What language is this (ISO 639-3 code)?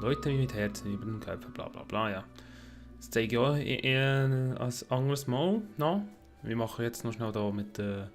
gsw